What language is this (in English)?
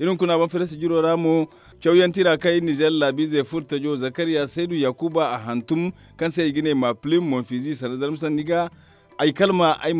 Zarma